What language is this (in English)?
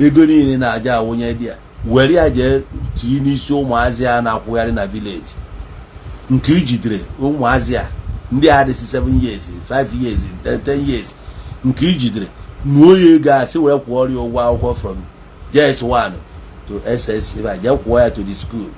Igbo